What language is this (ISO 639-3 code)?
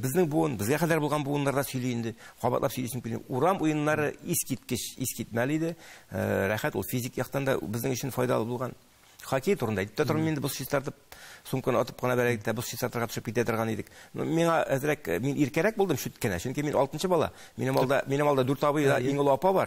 tat